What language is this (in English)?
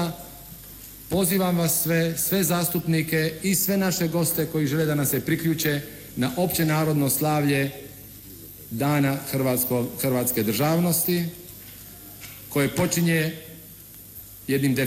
Croatian